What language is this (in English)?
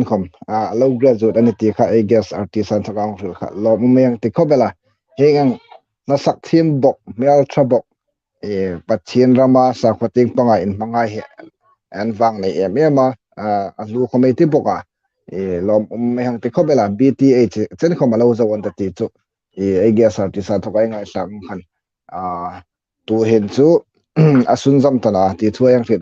Hmar